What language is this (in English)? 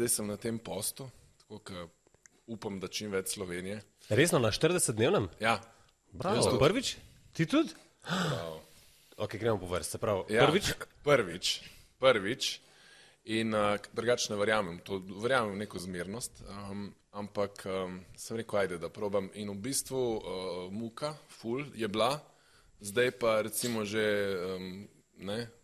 Slovenian